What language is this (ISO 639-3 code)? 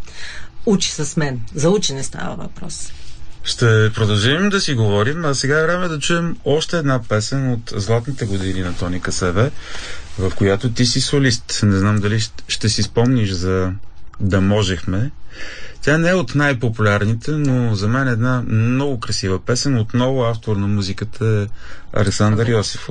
bul